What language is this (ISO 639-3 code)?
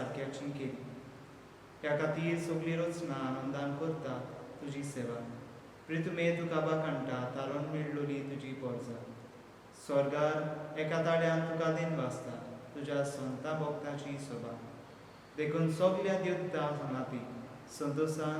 kok